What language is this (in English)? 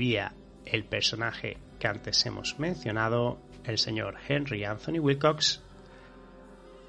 Spanish